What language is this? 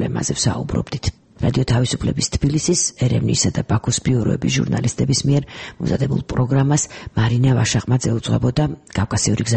Georgian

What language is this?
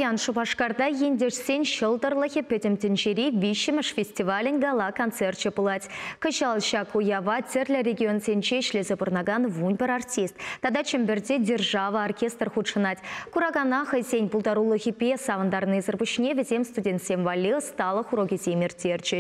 Chuvash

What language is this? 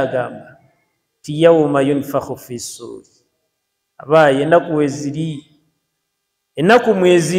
Ganda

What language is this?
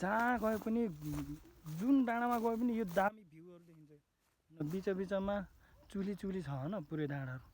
Nepali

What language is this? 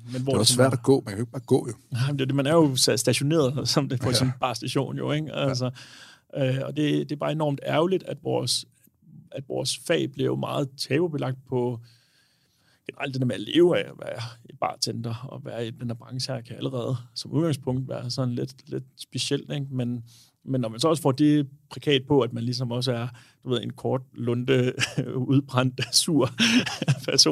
Danish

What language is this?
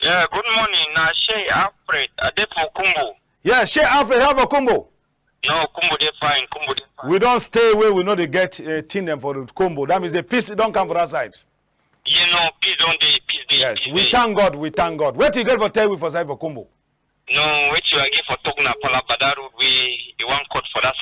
Cameroon Pidgin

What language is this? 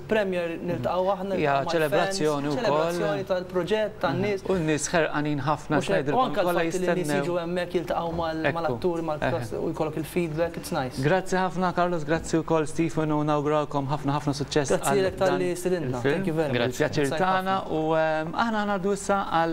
Maltese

